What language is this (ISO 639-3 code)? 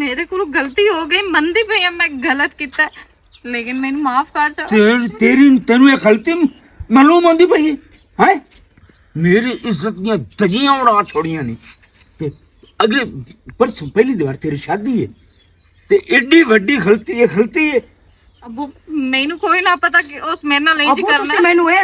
lah